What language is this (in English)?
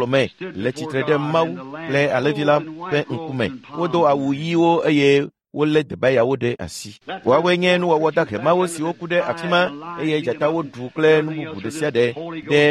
Ewe